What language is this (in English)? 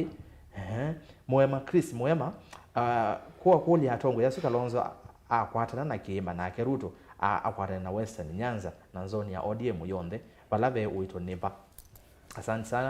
Kamba